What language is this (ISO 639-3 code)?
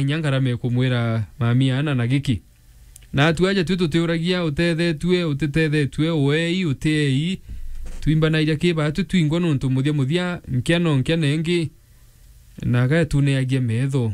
mer